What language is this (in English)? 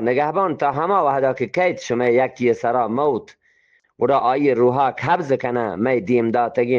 Eastern Balochi